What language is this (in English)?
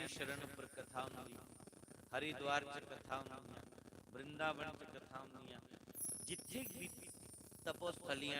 Dogri